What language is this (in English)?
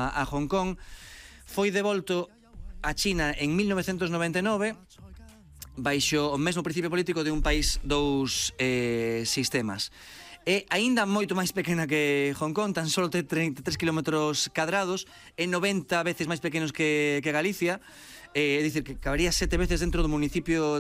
Galician